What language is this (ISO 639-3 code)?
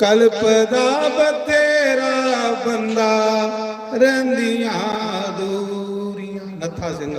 doi